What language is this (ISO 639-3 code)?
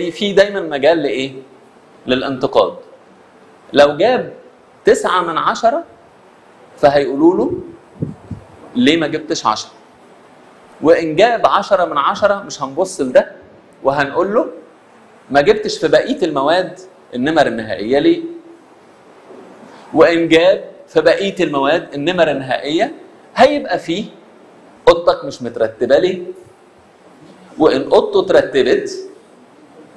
arz